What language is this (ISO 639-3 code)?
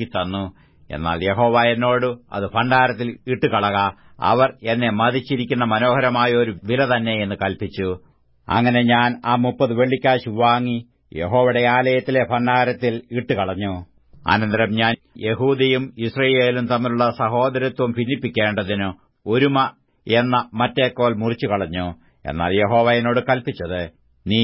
mal